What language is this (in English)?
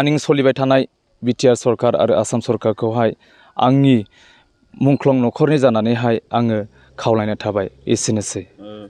Bodo